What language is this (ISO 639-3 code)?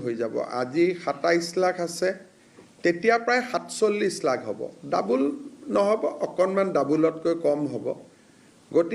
asm